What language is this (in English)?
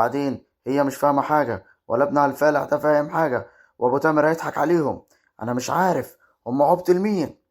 Egyptian Arabic